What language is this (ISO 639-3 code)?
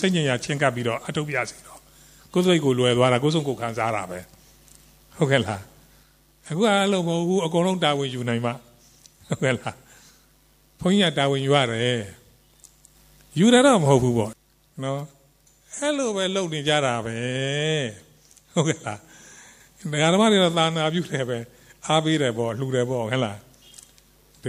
mya